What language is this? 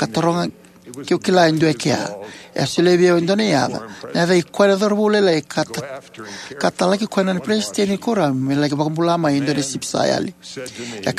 Fijian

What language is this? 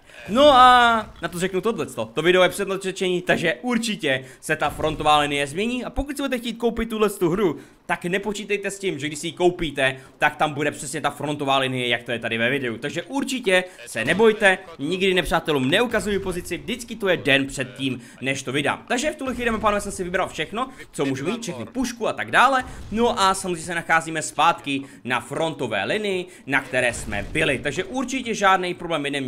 Czech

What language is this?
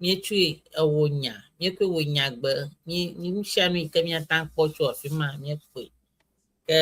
Ewe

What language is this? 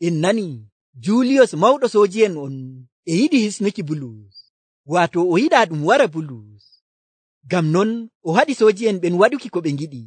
Nigerian Fulfulde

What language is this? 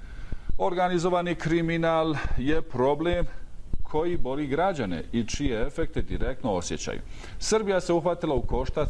Bosnian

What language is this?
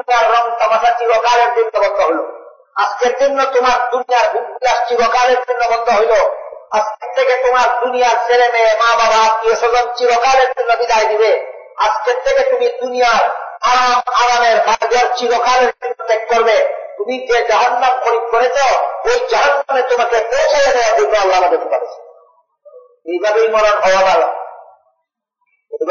Bangla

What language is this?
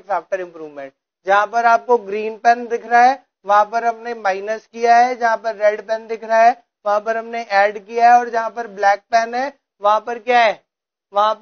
Hindi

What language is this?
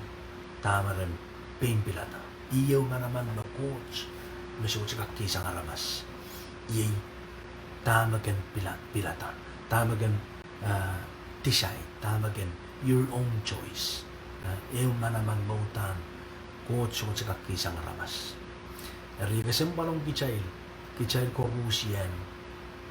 Pohnpeian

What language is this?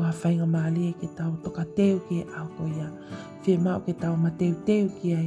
Tongan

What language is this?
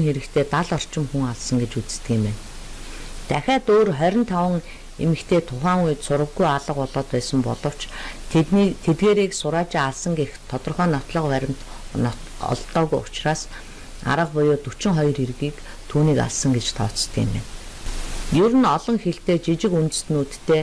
Mongolian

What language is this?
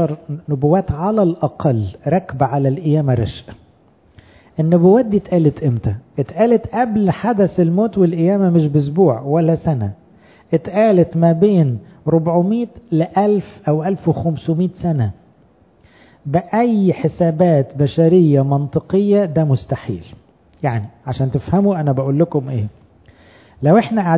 Egyptian Arabic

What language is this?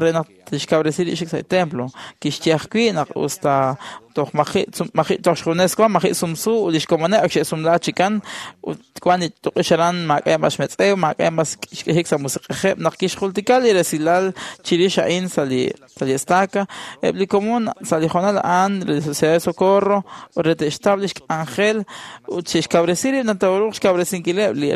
Kekchí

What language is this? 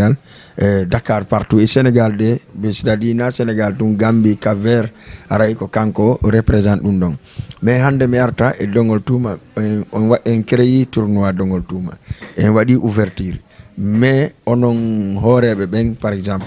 Fula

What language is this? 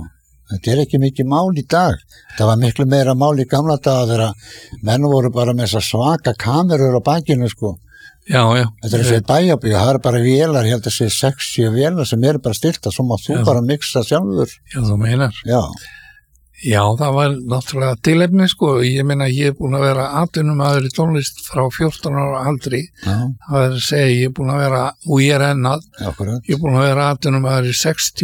Icelandic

